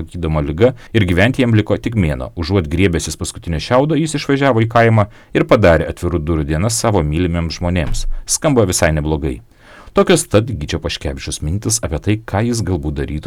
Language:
Lithuanian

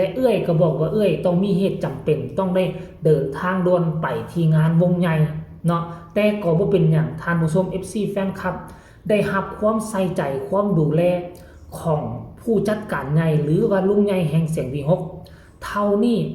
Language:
Northeastern Thai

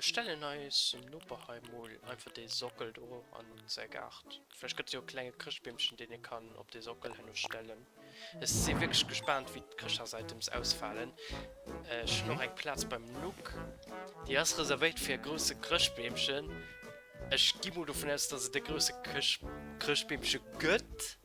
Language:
Luxembourgish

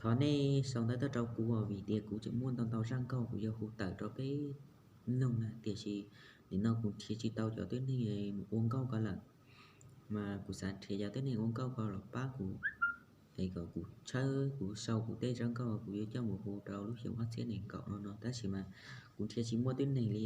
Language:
Hmong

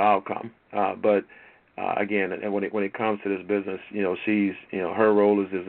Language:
English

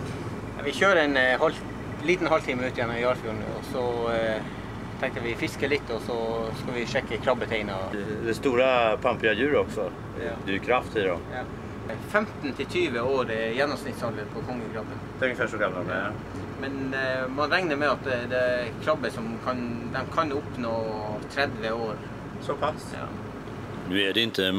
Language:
Swedish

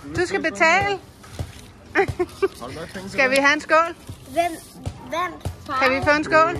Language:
Danish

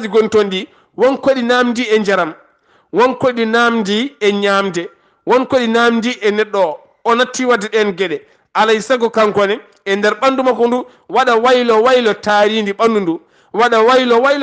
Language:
Fula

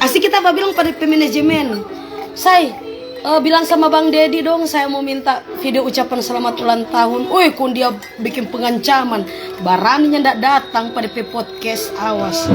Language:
Manado Malay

